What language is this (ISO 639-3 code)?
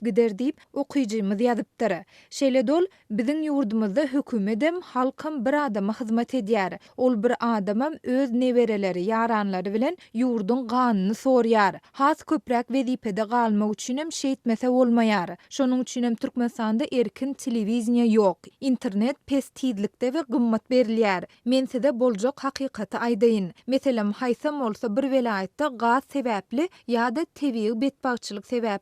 tuk